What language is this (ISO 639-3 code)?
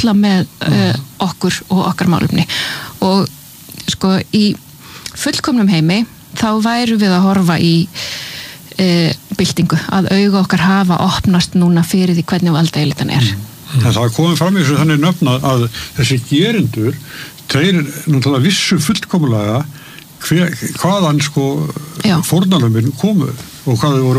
isl